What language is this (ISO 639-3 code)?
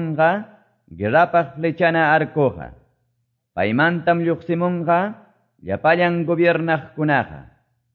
que